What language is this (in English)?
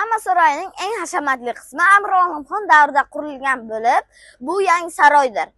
Uzbek